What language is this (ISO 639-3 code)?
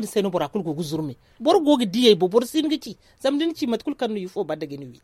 dje